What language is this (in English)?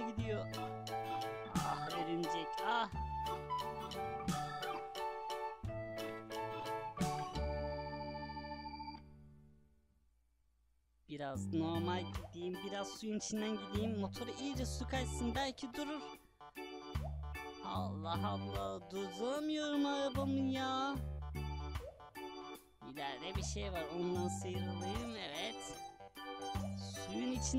Turkish